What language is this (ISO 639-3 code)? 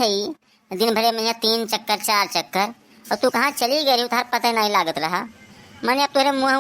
awa